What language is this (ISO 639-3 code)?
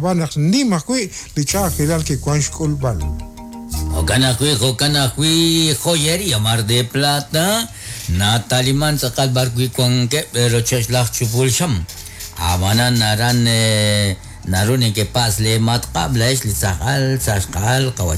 kek